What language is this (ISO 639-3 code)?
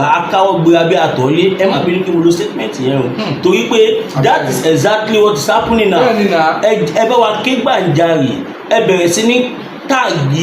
yor